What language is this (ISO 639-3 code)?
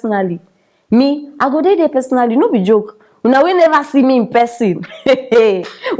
pcm